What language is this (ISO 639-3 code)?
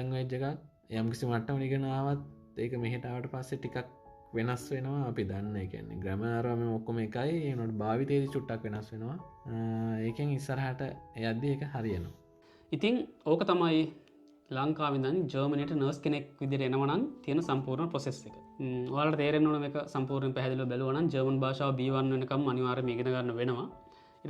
sin